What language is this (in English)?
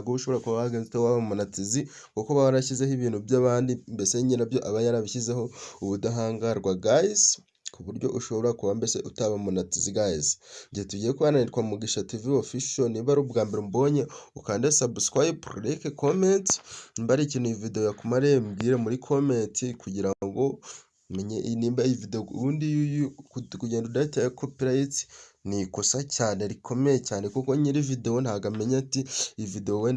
Kinyarwanda